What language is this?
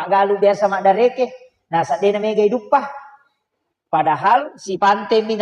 Buginese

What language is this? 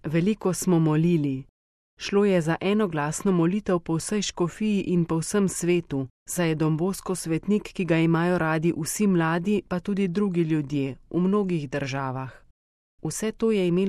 Slovenian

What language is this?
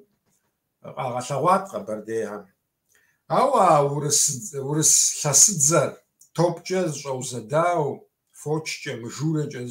Kabardian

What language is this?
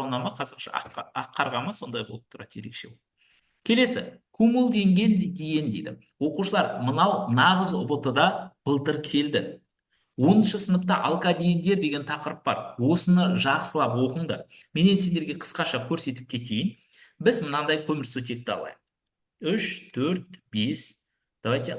Kazakh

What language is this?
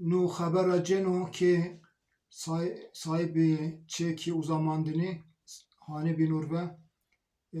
Zaza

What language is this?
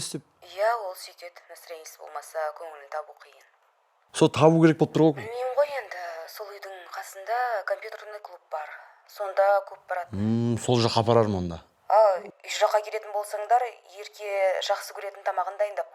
Kazakh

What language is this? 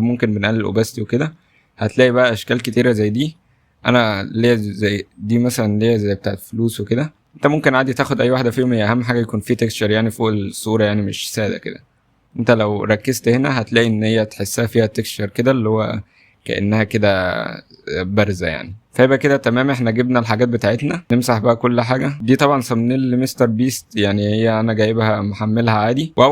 Egyptian Arabic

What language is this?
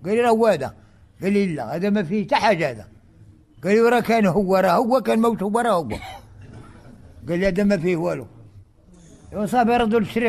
Moroccan Arabic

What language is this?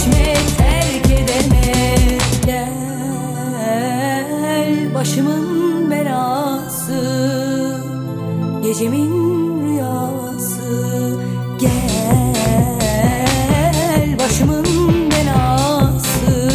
Turkish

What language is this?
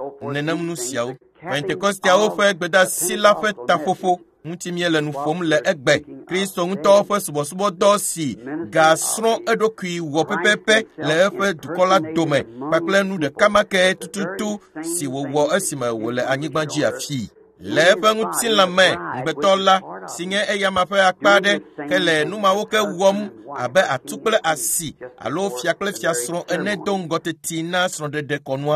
Ewe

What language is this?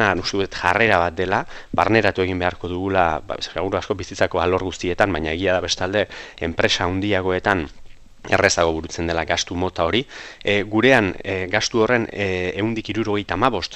Basque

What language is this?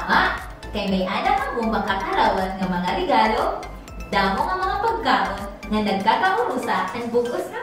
Waray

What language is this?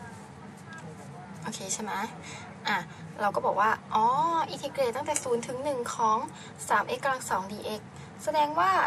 Thai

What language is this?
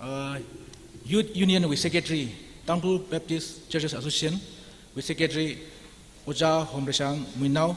Tangkhul Naga (India)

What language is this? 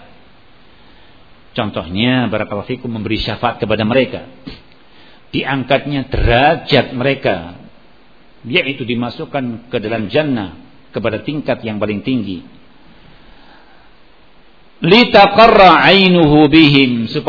Indonesian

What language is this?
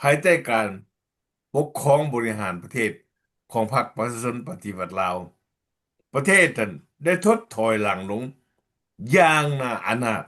Lao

